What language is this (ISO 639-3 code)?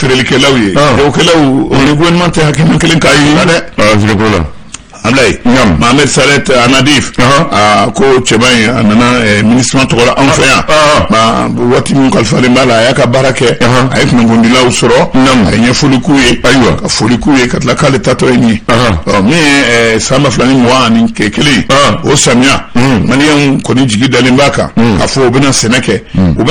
bam